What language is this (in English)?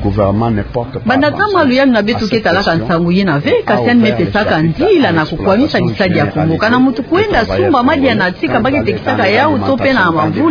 Kituba (Democratic Republic of Congo)